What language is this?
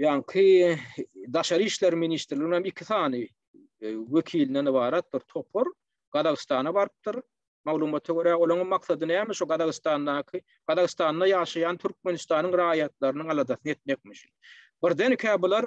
Turkmen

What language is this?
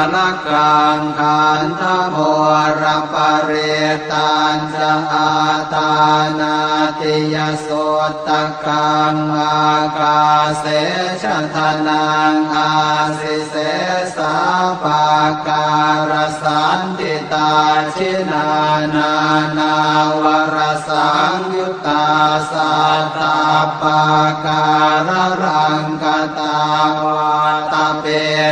Pali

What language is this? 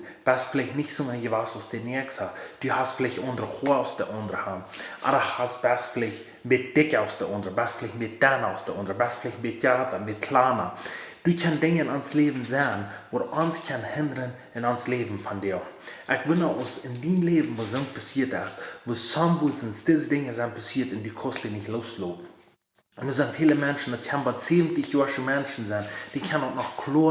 Plautdietsch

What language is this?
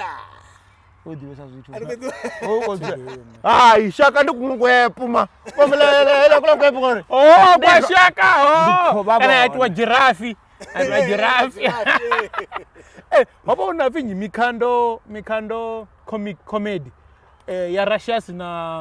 Venda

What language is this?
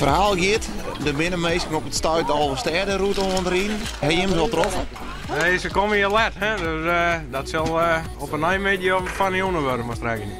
Western Frisian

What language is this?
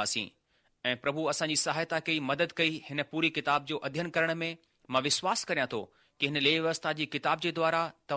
Sindhi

